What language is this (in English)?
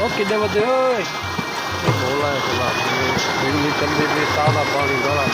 Saraiki